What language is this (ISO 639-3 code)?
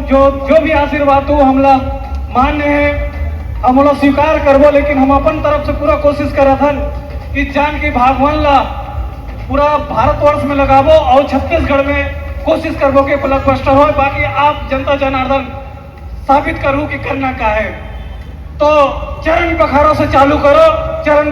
hne